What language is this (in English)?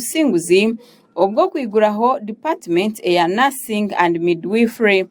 Nyankole